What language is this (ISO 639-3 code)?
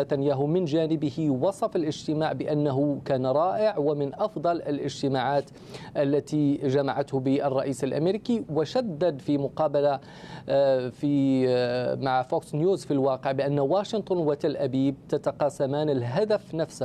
ara